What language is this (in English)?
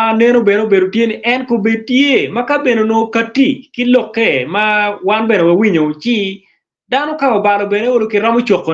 Acoli